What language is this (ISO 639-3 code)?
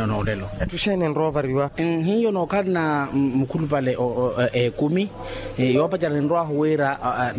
vmw